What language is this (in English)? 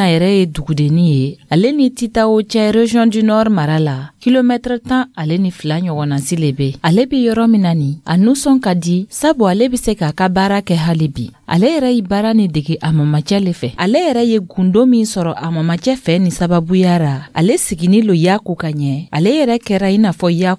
Dyula